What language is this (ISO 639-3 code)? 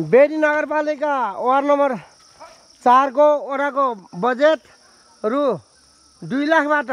nep